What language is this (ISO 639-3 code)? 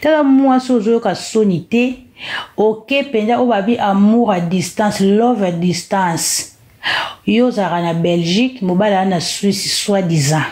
lin